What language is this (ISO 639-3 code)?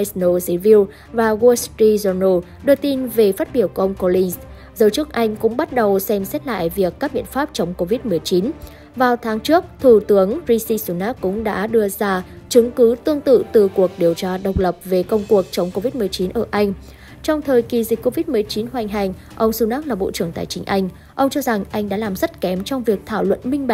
vie